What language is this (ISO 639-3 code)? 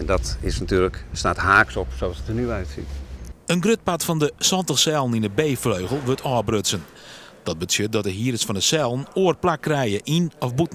fry